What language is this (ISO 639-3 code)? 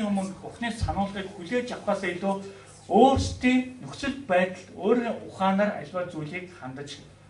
mon